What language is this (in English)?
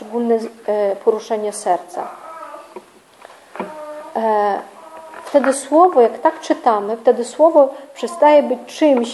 Polish